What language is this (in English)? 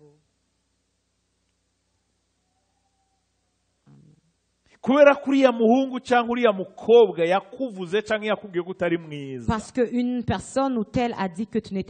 Kinyarwanda